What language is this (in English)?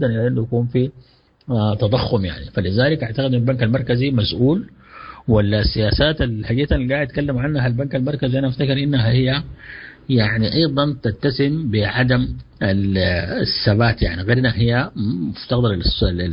Sudanese Arabic